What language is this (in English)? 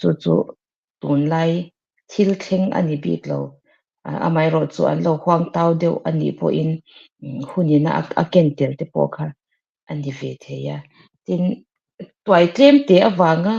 Mizo